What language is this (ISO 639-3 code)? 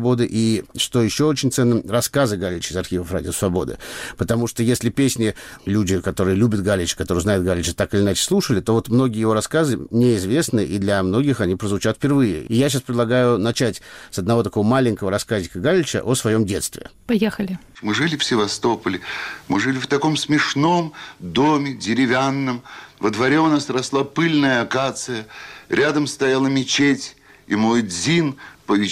rus